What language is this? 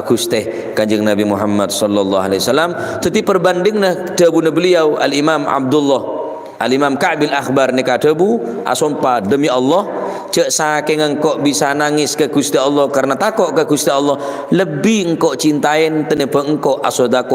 Madurese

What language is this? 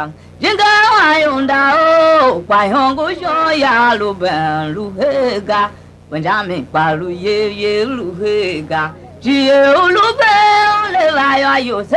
Tiv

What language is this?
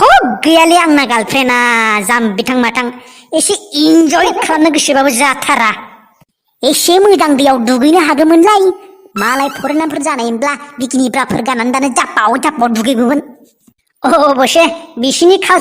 Bodo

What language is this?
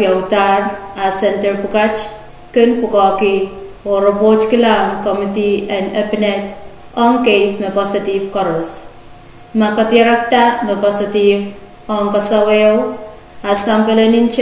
Pohnpeian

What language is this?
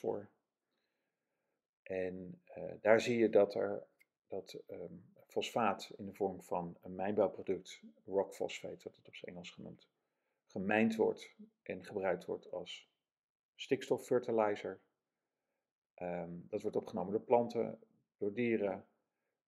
Dutch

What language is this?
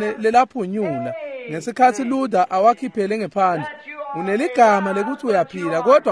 Swati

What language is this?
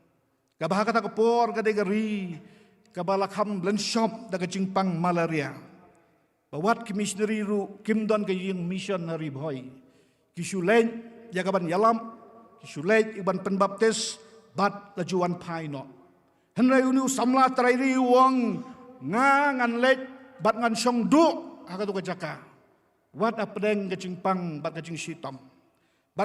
Khasi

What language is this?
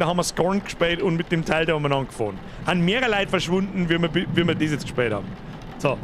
Bavarian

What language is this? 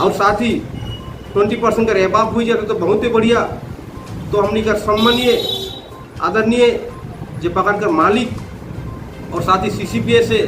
Sadri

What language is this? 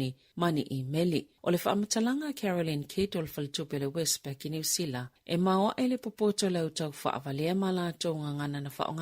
Samoan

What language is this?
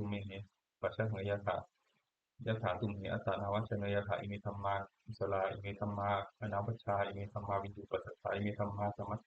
Pali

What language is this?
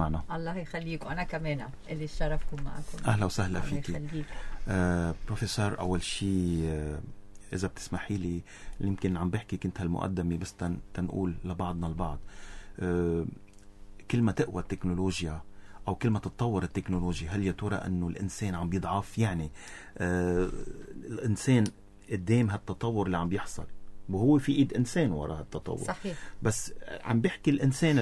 North Levantine Arabic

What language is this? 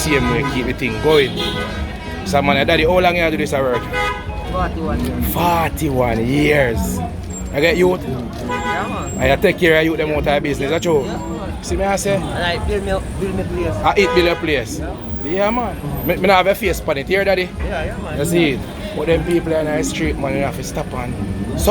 Jamaican Creole English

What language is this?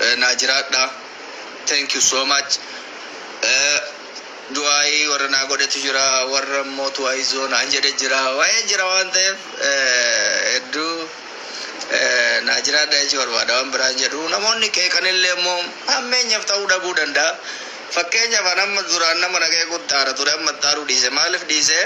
Oromo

